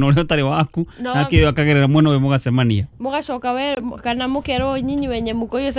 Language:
Kikuyu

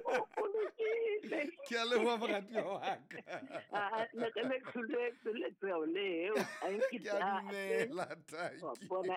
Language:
Southern Sotho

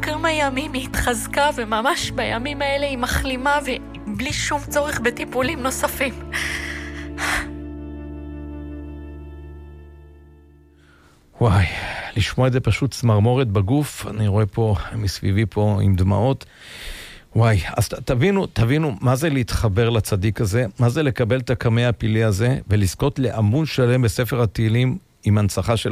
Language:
Hebrew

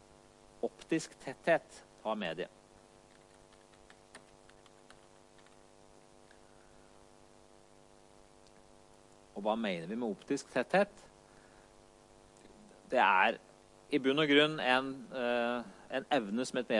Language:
Norwegian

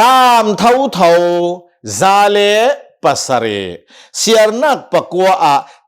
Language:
Hakha Chin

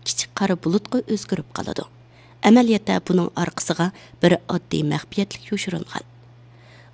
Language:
Uyghur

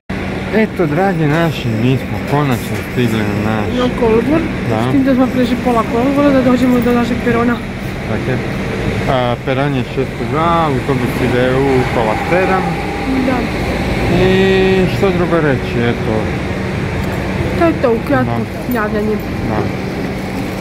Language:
Croatian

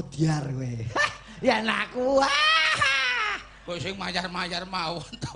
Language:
Javanese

